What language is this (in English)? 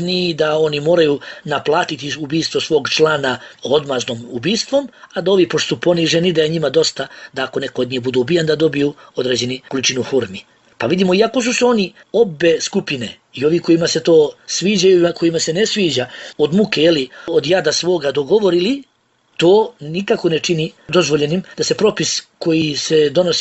Bosnian